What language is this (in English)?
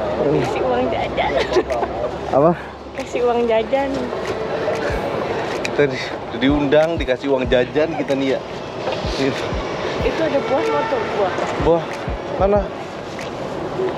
Indonesian